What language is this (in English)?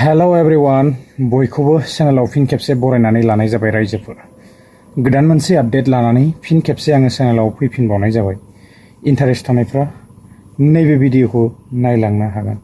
Bodo